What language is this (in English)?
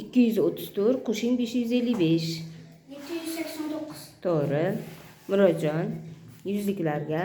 Uzbek